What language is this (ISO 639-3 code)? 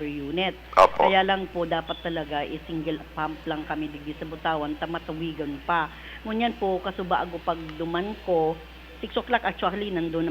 bik